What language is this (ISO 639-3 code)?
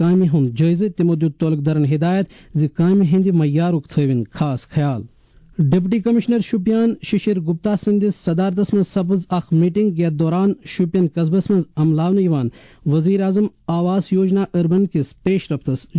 kas